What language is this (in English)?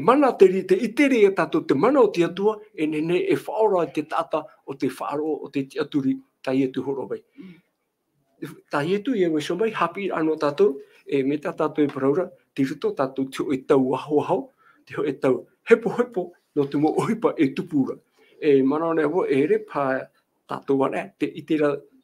Tahitian